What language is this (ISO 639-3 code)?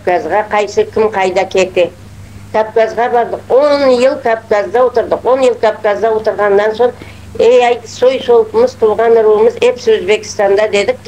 crh